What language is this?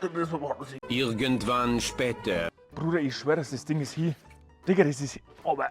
Bavarian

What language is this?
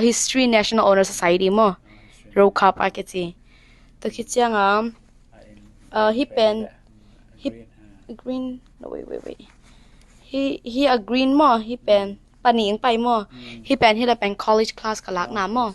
Tedim Chin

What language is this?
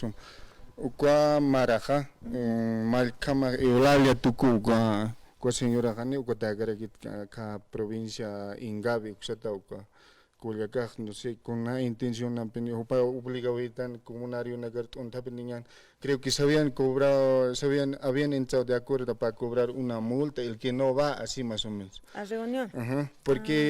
Aymara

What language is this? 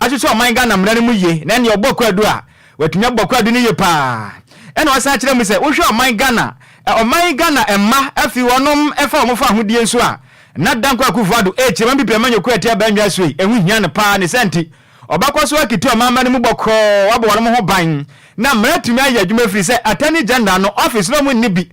Akan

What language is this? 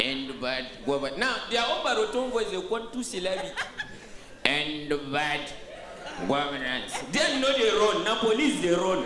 Nigerian Pidgin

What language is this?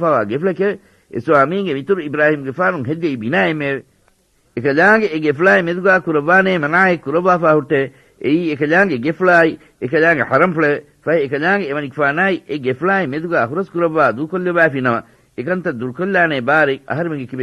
Divehi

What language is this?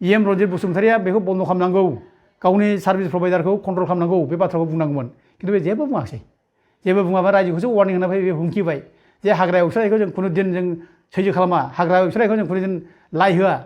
Bodo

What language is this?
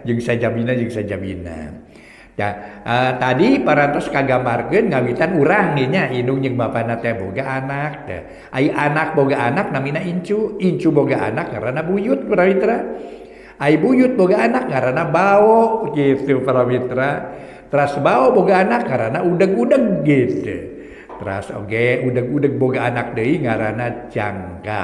Sundanese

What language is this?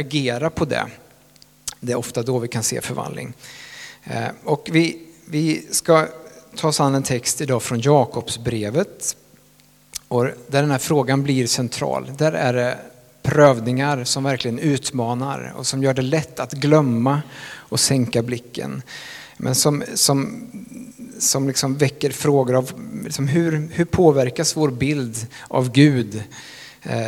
Swedish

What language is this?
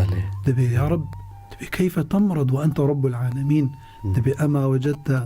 Kurdish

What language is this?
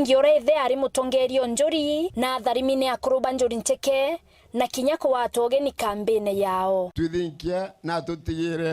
Meru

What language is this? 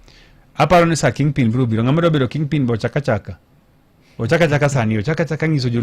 Luo (Kenya and Tanzania)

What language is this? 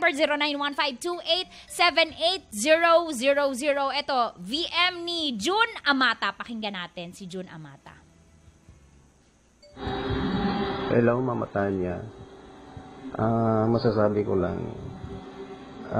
Filipino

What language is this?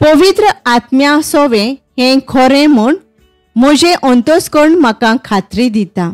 Konkani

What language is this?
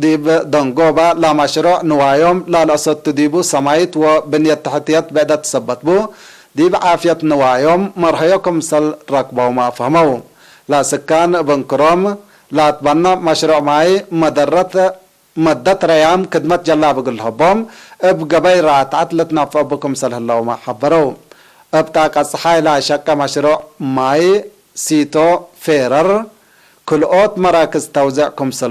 Tigre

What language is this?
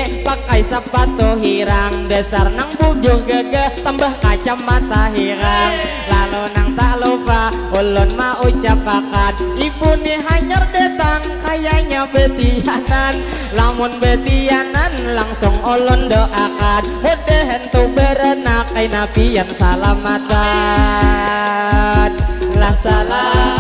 Banjar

